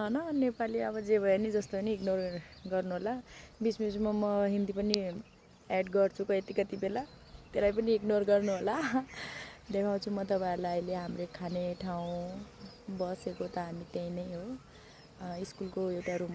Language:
Nepali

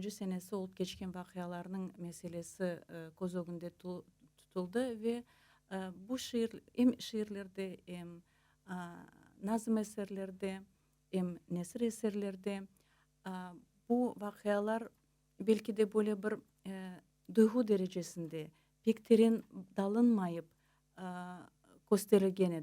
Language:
Crimean Tatar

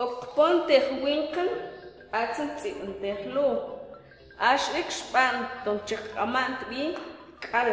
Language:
Mam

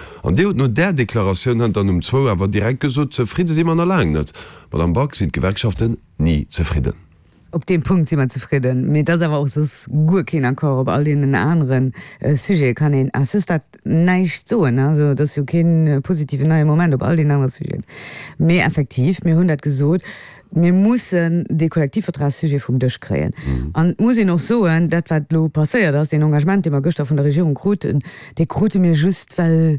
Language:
Luxembourgish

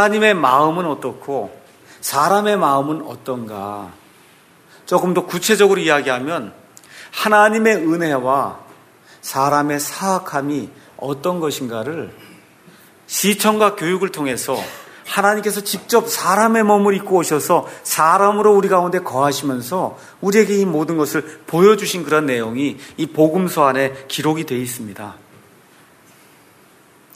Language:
Korean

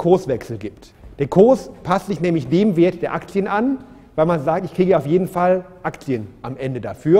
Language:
German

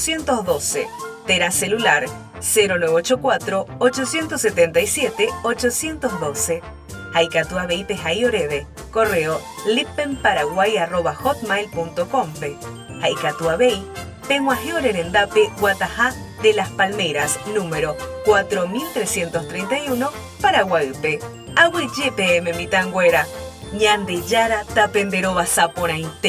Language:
Guarani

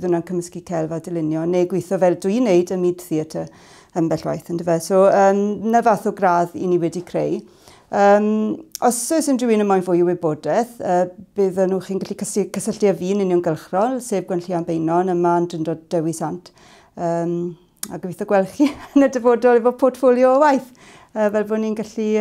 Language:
Welsh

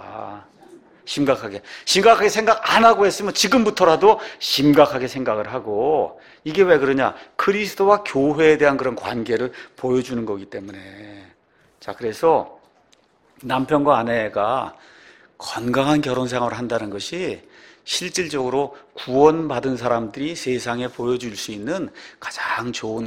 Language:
Korean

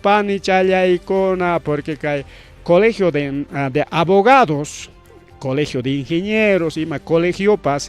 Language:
Ayacucho Quechua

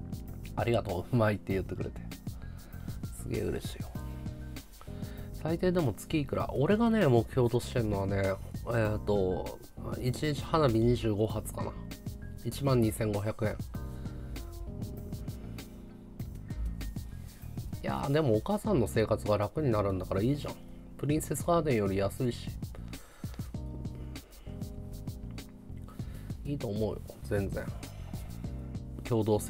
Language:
Japanese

